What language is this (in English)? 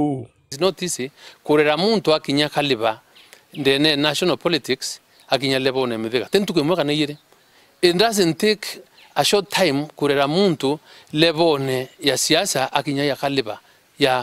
Meru